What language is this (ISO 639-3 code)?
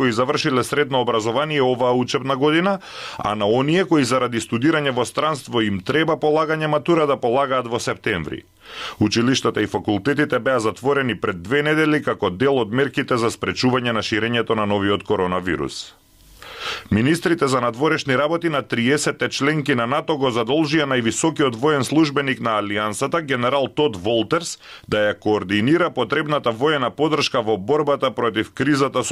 mkd